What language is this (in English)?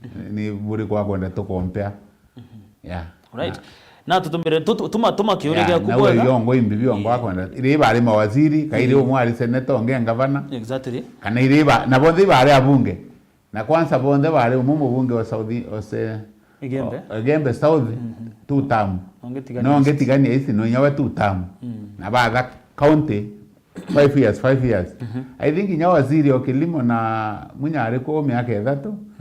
Meru